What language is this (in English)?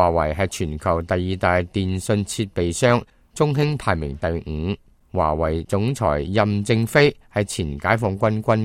Cantonese